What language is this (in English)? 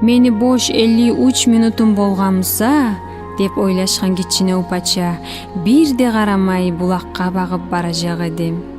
Kumyk